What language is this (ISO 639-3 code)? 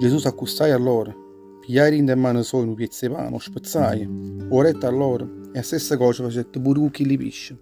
nap